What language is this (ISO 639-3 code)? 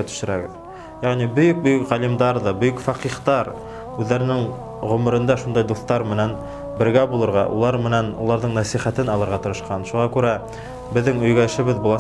bak